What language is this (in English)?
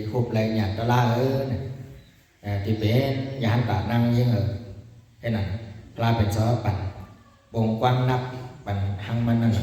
Shan